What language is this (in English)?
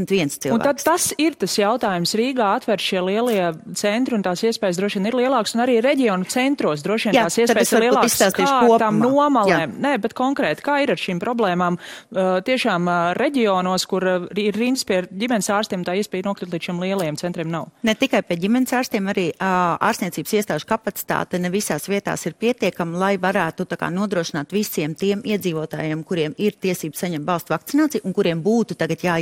Latvian